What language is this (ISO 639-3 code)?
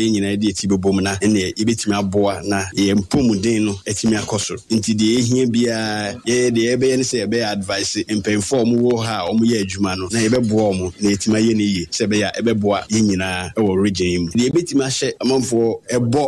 aka